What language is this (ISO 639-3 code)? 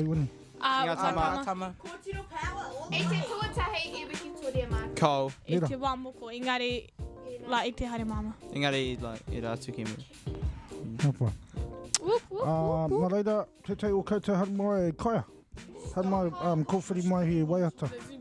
mri